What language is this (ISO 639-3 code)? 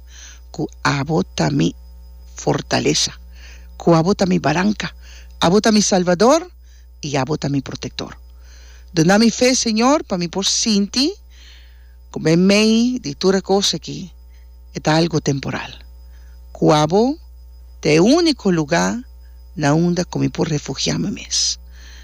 pap